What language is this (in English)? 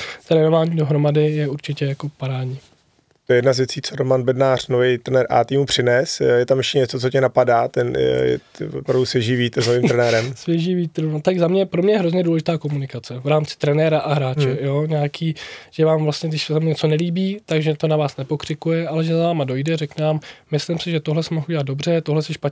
Czech